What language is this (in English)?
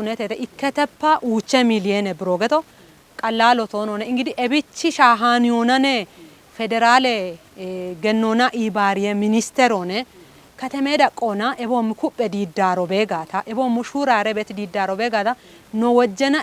Kafa